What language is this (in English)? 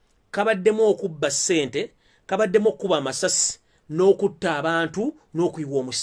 Ganda